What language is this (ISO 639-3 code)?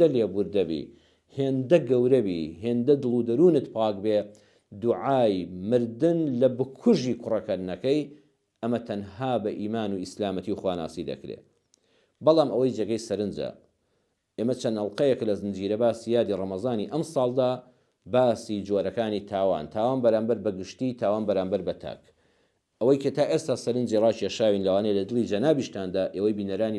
ckb